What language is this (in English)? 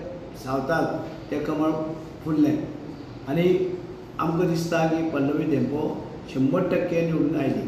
Konkani